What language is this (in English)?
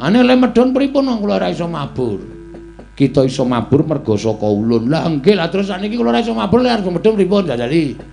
Javanese